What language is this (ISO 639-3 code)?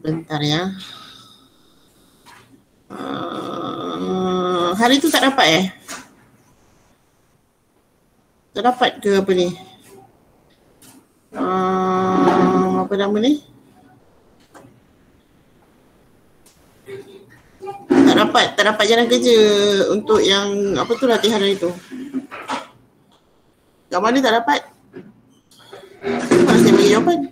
msa